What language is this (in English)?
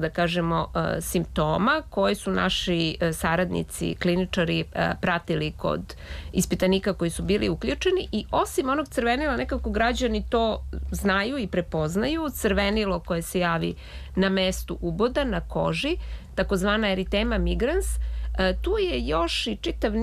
Serbian